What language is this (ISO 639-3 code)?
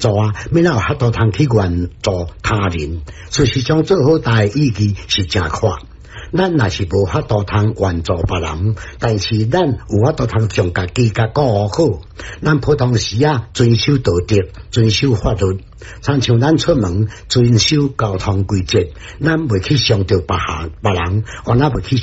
nan